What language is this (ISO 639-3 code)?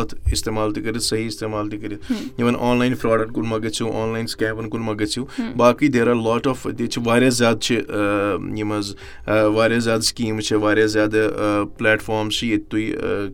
kas